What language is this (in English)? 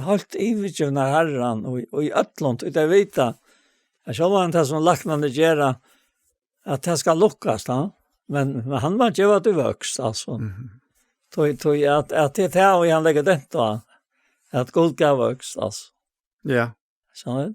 Faroese